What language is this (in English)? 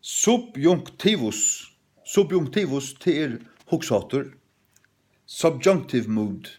Faroese